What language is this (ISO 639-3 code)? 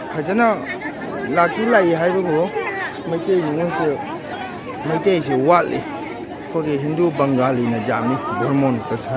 mni